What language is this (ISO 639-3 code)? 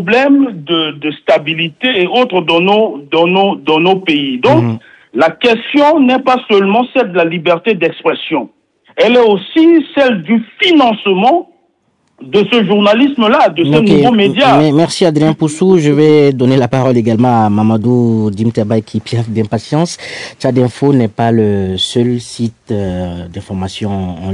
fra